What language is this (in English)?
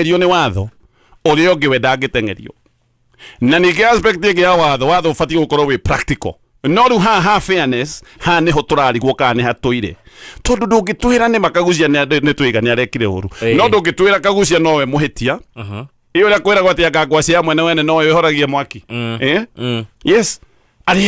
Kikuyu